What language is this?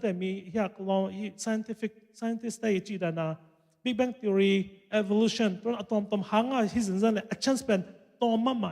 Tedim Chin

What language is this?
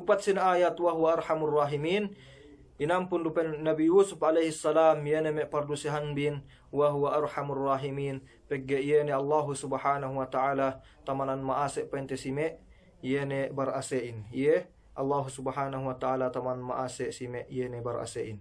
Yakan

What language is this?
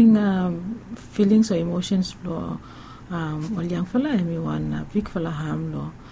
Bislama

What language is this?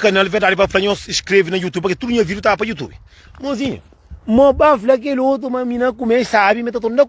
Kabuverdianu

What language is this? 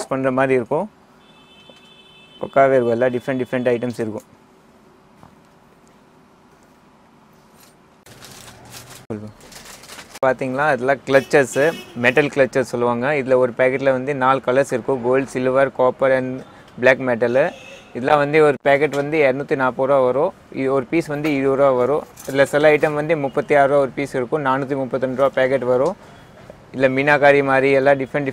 Tamil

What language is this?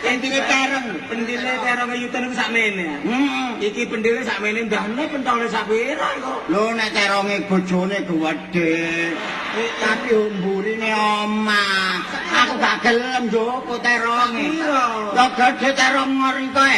Javanese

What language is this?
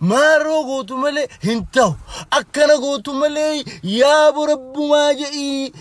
Oromo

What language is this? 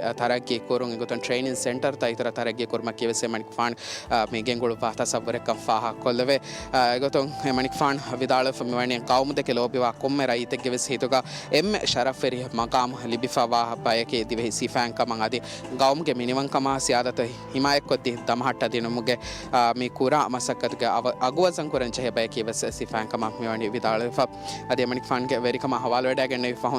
Divehi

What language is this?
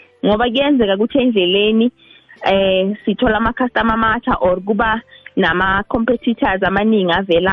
South Ndebele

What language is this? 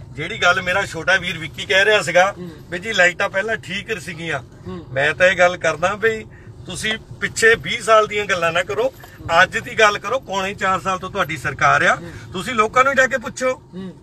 Punjabi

